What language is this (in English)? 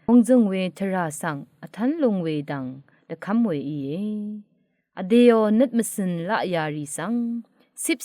Rawang